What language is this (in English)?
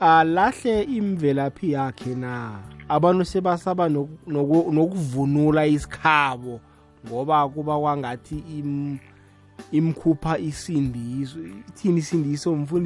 South Ndebele